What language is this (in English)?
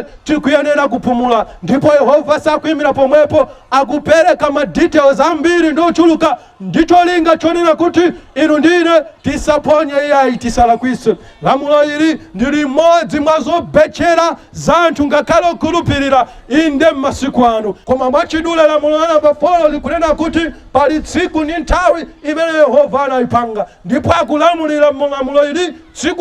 Nyanja